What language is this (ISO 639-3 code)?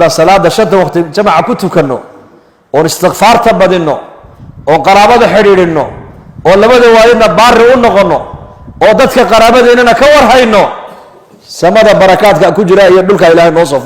som